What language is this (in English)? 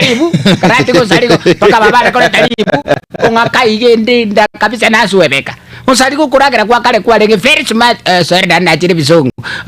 Gusii